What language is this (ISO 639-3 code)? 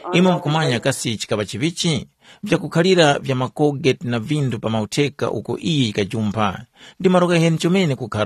tum